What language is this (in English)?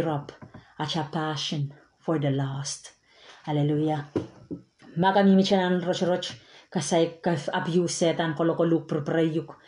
Pohnpeian